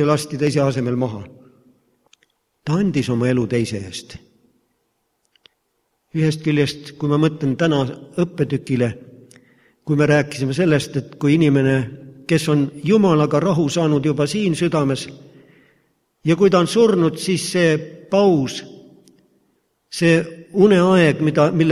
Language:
Estonian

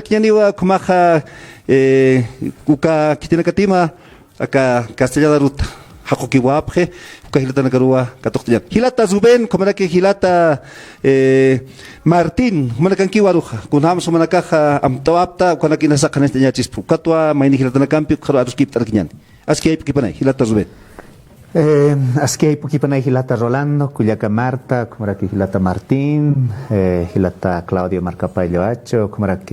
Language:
Aymara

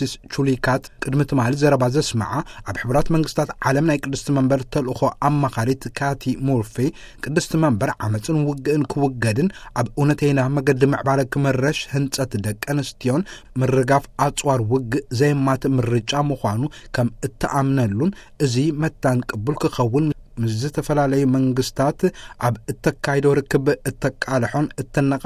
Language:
Tigrinya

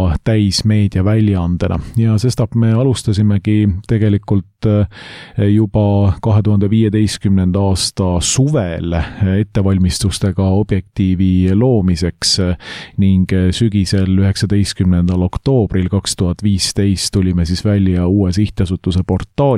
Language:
Estonian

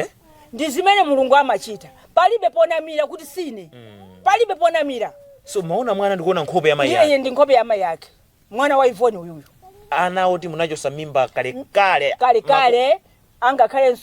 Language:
Nyanja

